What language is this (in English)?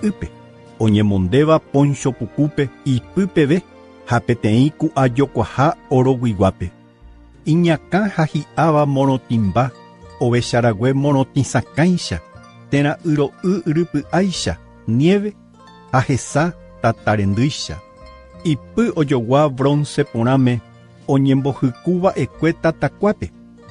Guarani